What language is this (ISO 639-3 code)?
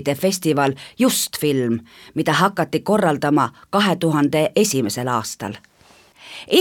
est